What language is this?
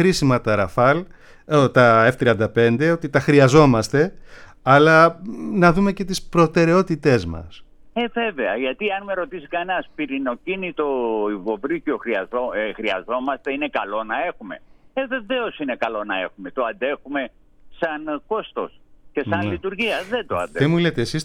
Greek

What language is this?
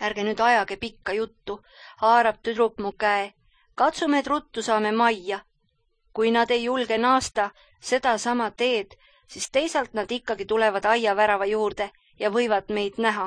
Estonian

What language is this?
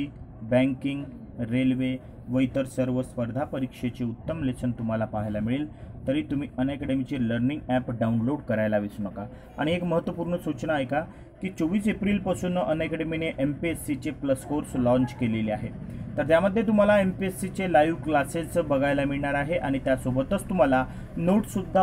Marathi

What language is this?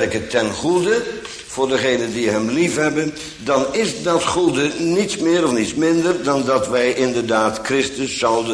Dutch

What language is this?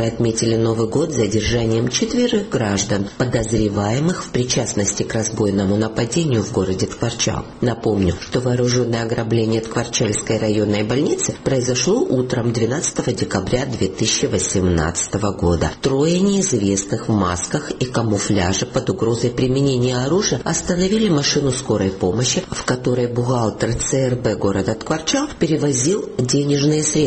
Russian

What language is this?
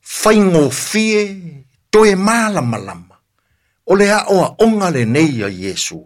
Samoan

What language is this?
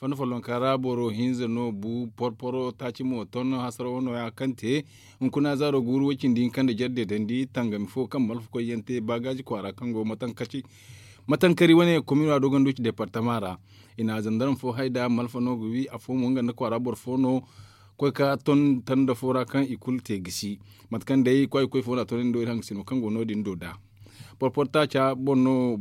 Zarma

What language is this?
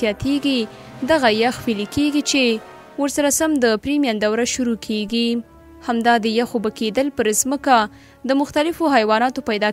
Pashto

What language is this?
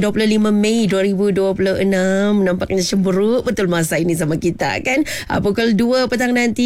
Malay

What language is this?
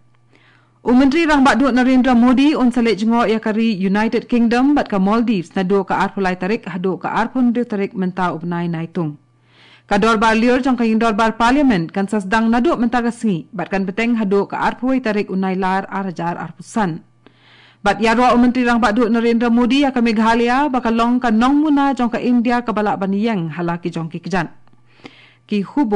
Khasi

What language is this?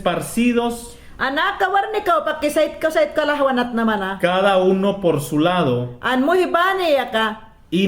Mayangna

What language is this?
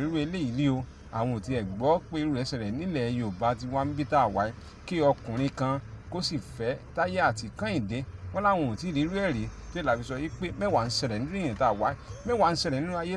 Yoruba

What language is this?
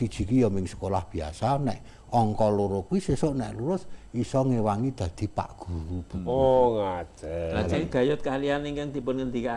Javanese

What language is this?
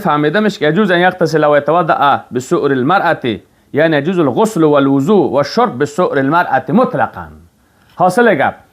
Persian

